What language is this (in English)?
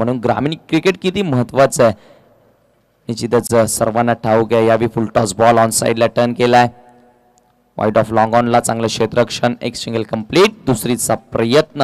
Marathi